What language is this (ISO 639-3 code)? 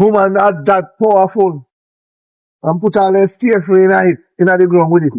jam